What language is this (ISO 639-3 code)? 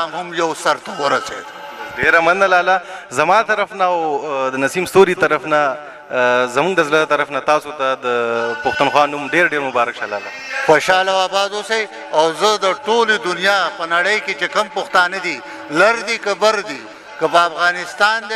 pus